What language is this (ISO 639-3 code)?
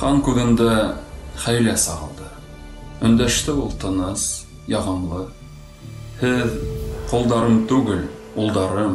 bak